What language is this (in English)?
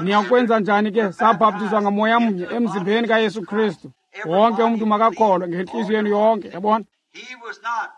Xhosa